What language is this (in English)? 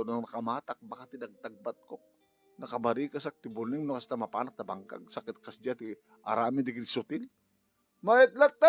Iloko